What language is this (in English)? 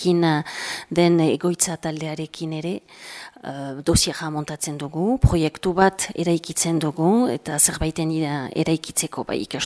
Basque